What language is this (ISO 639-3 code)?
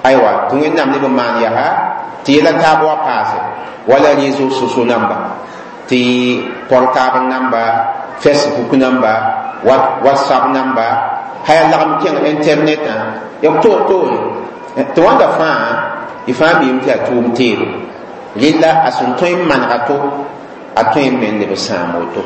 mos